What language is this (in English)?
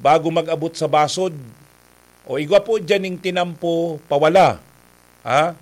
Bikol